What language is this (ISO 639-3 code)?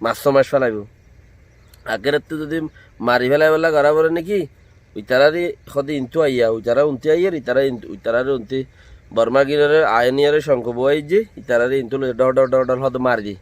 rhg